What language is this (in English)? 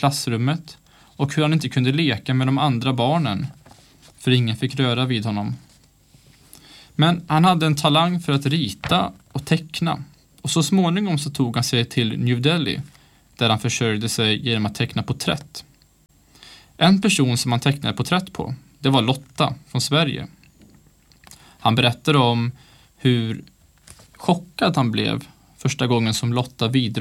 Swedish